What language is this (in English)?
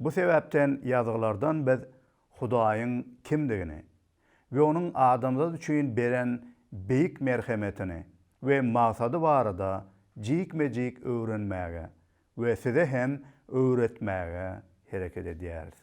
Turkmen